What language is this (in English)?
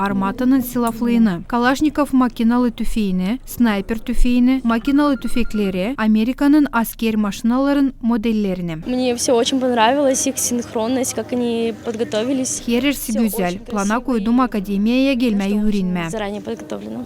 Gagauz